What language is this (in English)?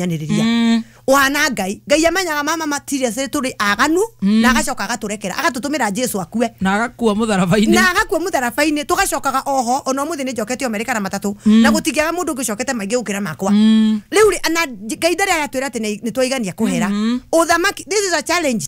Kikuyu